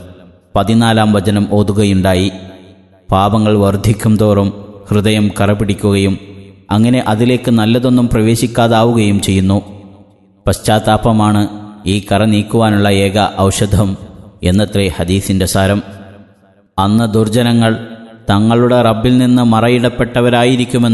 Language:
Malayalam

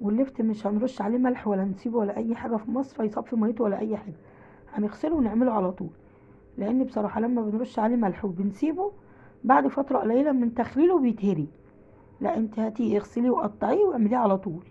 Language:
Egyptian Arabic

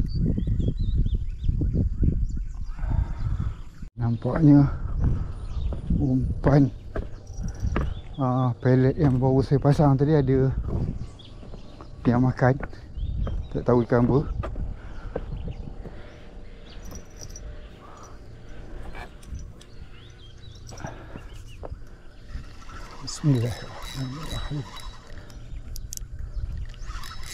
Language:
Malay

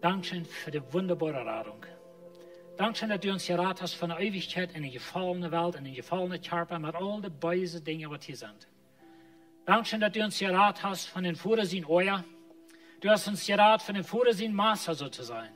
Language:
Plautdietsch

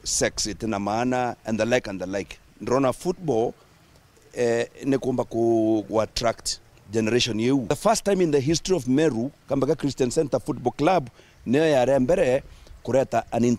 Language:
Meru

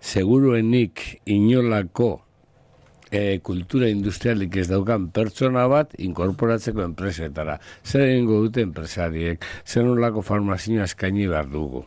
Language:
Basque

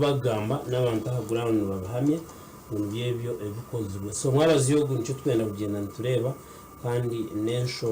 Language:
Nyankole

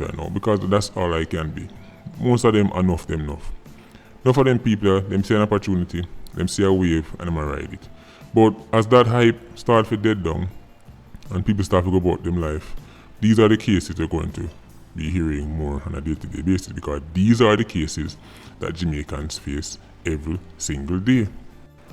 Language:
Jamaican Creole English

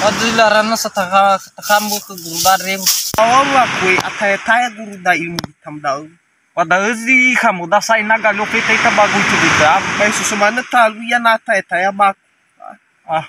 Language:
Nias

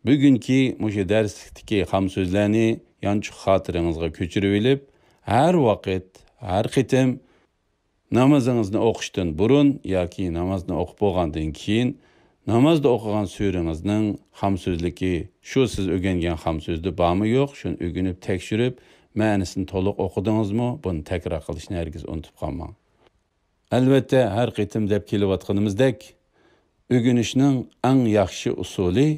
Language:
Uyghur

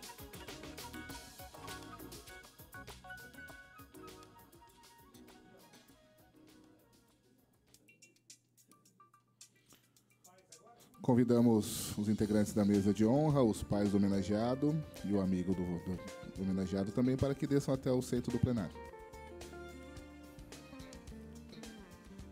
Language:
Portuguese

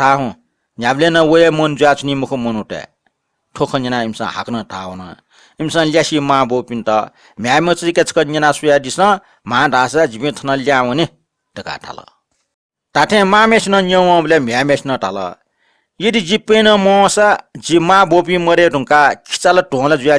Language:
Newari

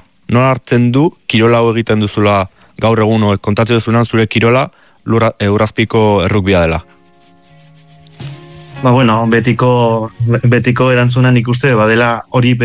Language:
Basque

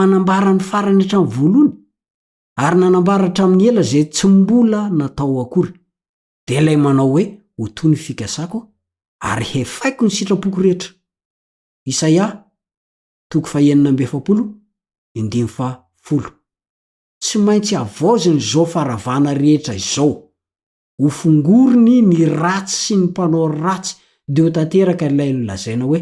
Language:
Malagasy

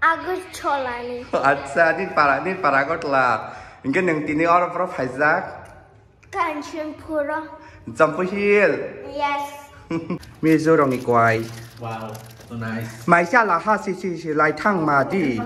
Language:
Kok Borok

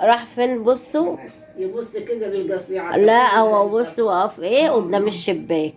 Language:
Egyptian Arabic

